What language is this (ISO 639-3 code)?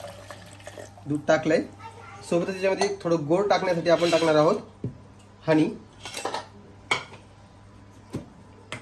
mar